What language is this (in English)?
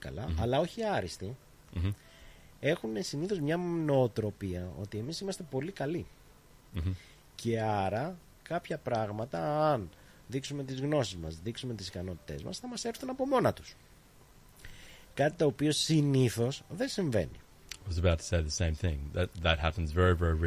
Greek